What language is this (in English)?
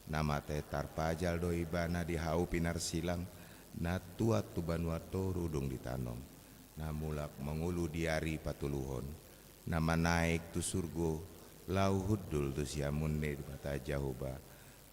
Batak Toba